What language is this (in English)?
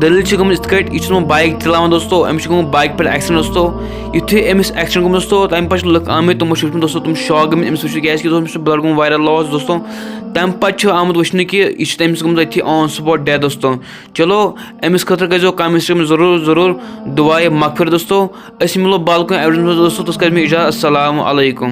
Kashmiri